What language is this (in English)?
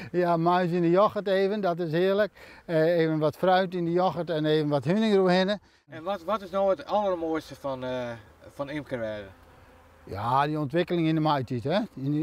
Western Frisian